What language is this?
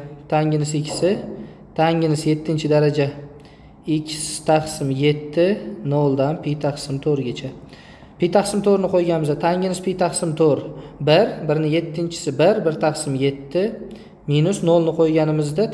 Uzbek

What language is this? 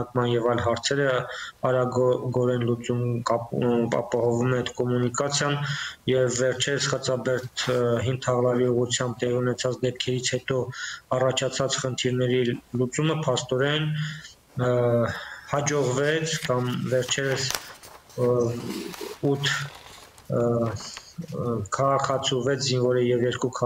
Armenian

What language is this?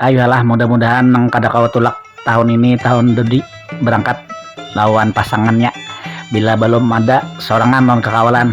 Banjar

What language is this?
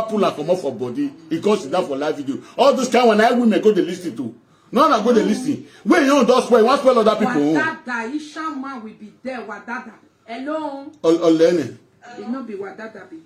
Nigerian Pidgin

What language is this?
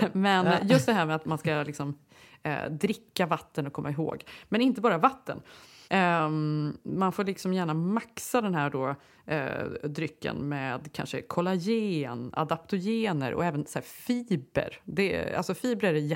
Swedish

